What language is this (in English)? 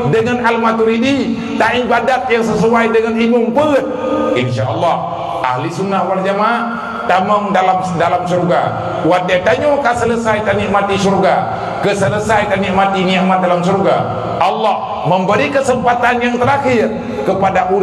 Achinese